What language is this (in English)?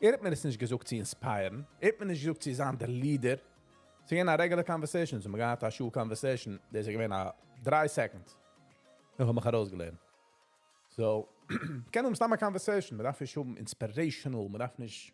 Yiddish